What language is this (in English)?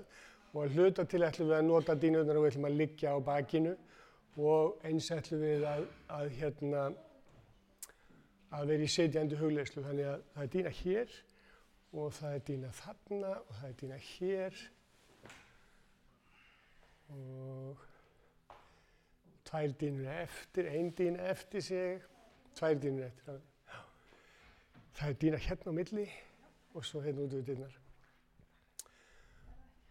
Icelandic